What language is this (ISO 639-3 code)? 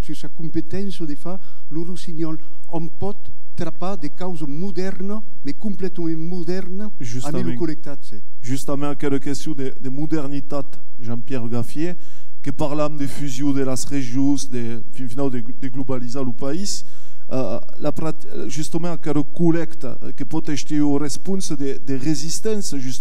oci